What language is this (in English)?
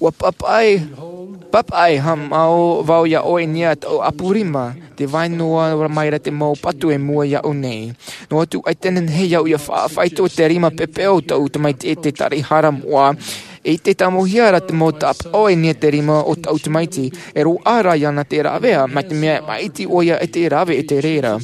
Tahitian